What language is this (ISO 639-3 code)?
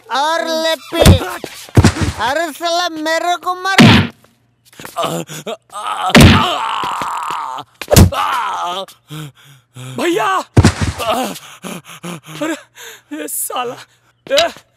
bho